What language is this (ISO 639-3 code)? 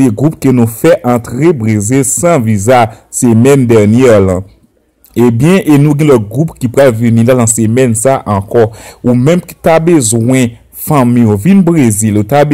hat